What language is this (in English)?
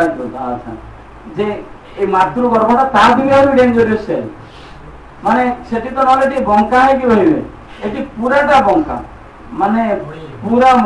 Odia